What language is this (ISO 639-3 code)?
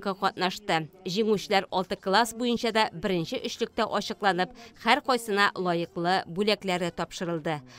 tat